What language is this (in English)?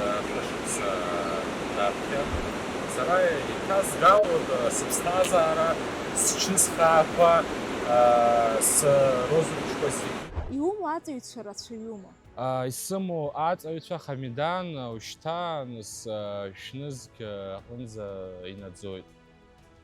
Abkhazian